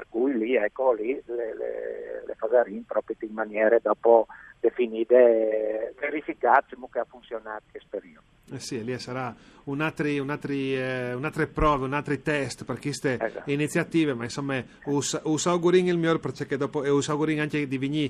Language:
Friulian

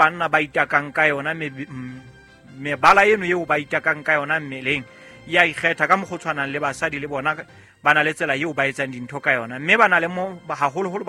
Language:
Southern Sotho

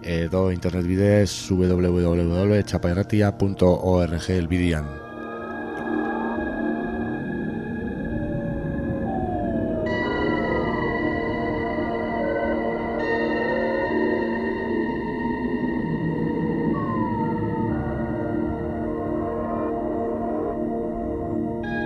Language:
Basque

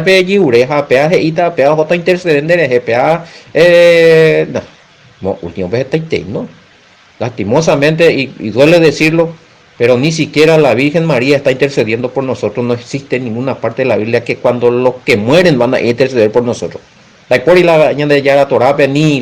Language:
Guarani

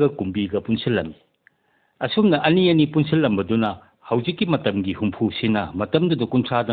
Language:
Manipuri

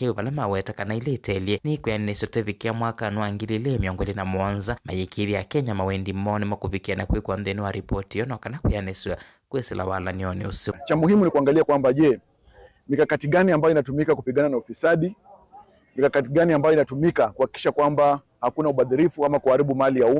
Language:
Kamba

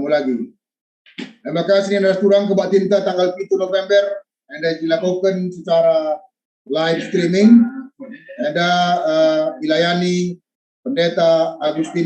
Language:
Batak Karo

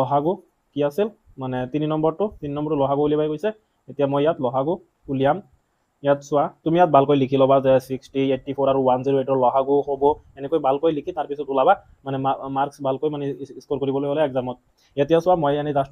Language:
Assamese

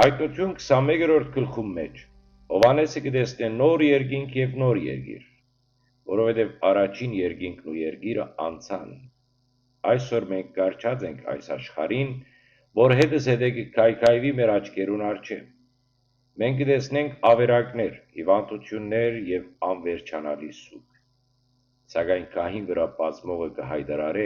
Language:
Western Armenian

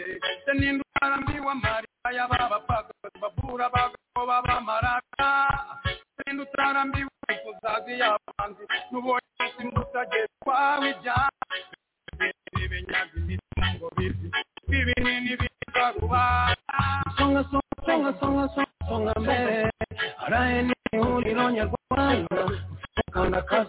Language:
Kinyarwanda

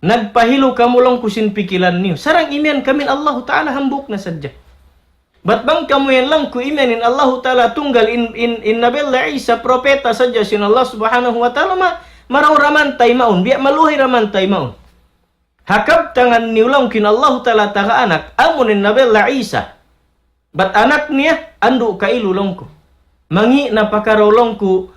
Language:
Tausug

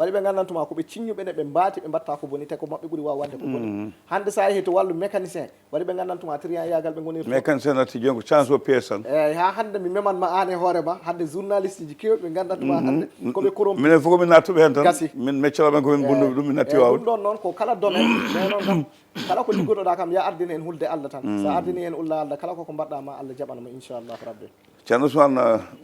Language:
Fula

